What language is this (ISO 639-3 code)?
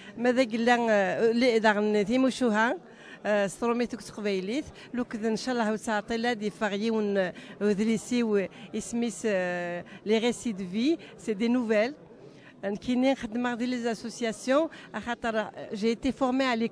kab